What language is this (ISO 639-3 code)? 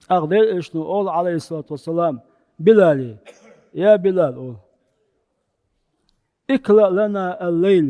che